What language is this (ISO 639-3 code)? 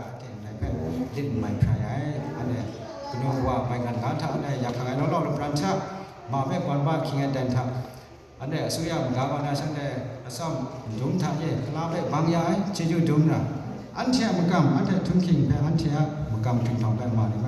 kac